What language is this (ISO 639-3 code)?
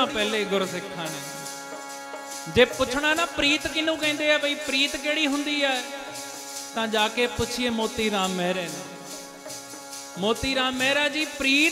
pan